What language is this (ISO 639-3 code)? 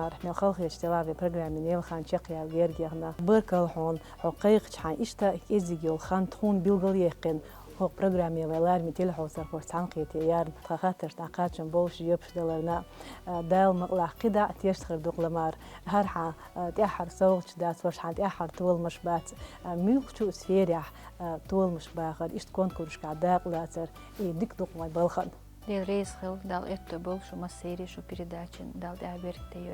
che